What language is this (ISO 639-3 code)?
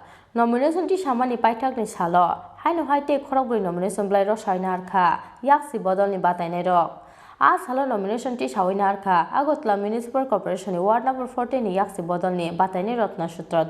trp